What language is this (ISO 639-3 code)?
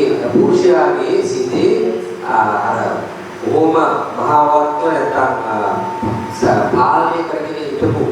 sin